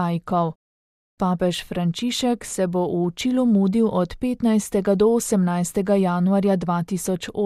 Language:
Slovenian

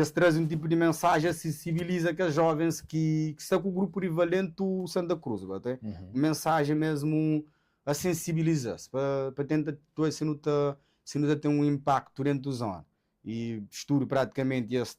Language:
Kabuverdianu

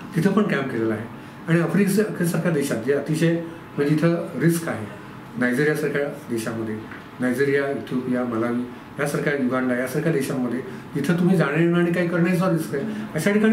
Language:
Marathi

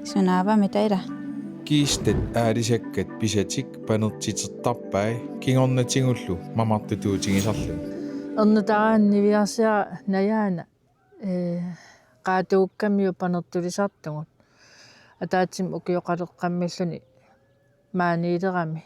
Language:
Kalaallisut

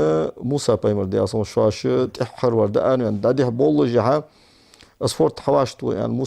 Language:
Ingush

